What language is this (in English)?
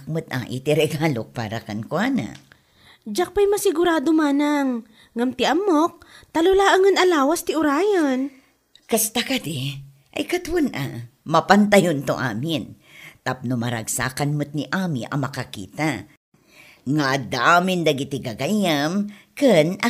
Iloko